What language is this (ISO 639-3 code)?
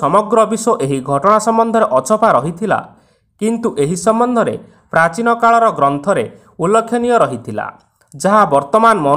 ori